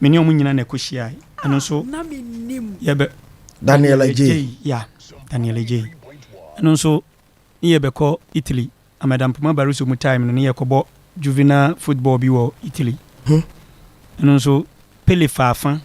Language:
Akan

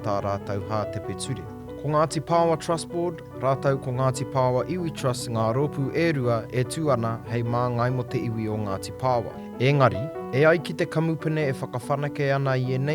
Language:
Māori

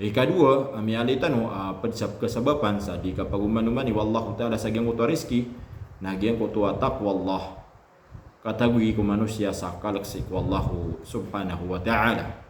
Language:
Maranao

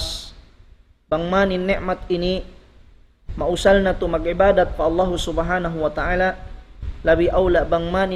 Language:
Tausug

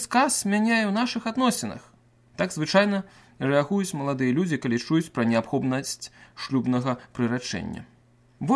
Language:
Belarusian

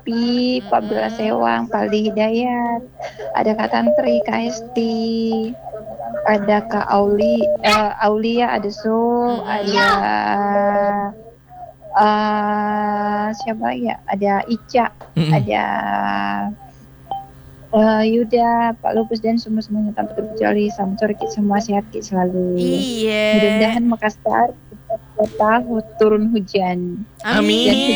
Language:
Indonesian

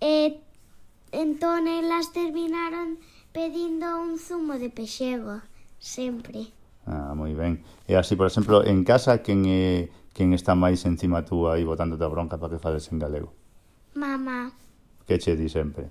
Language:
Galician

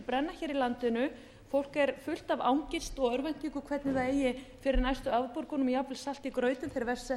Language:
Icelandic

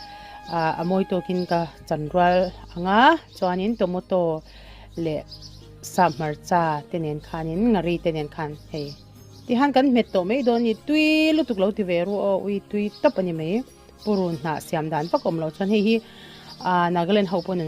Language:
Mizo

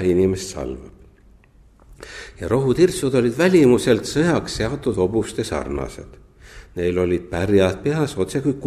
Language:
Estonian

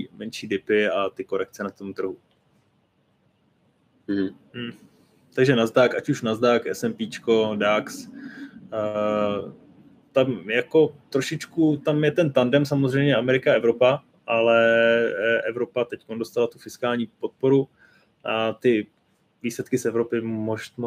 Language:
Czech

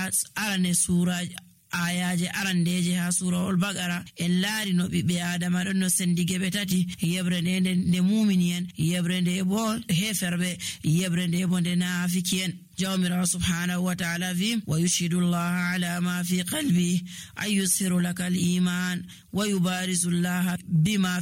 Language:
Nigerian Fulfulde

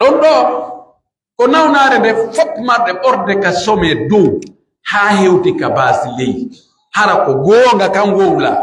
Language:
Pular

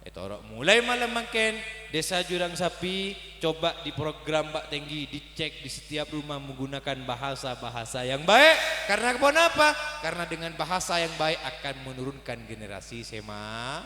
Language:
Madurese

